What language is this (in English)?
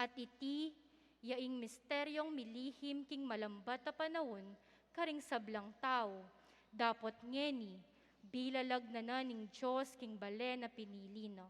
Pampanga